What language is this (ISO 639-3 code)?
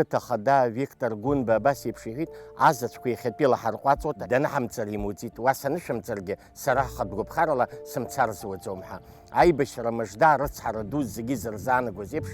abk